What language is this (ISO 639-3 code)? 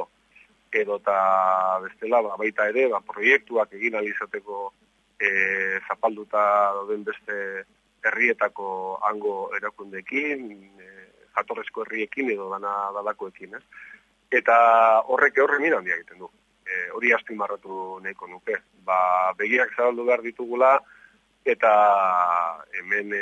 eus